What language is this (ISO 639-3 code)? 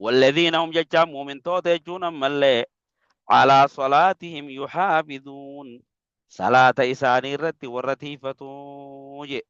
orm